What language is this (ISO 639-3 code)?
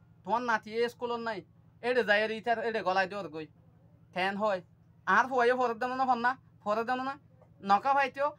rhg